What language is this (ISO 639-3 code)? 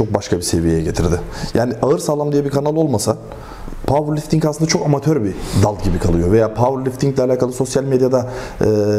tur